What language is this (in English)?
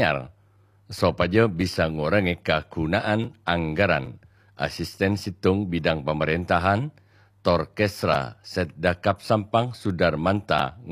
Madurese